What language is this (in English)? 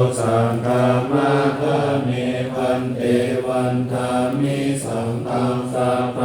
Pali